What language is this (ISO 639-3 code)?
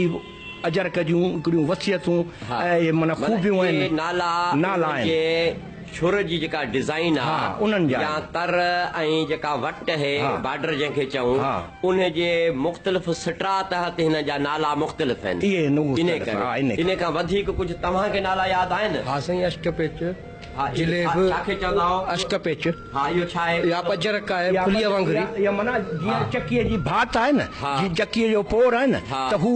snd